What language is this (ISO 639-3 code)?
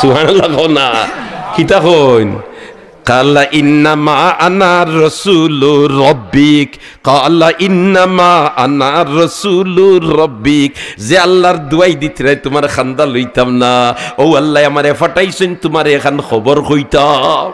syl